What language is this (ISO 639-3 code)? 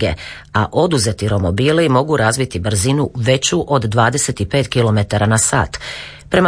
hrv